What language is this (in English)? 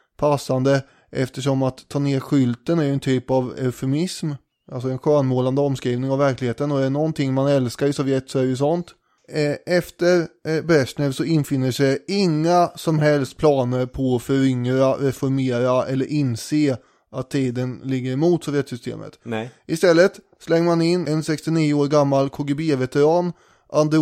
Swedish